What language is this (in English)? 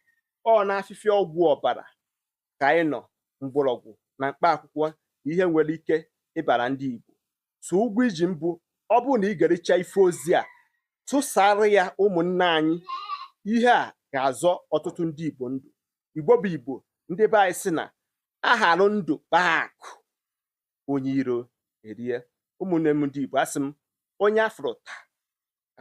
Igbo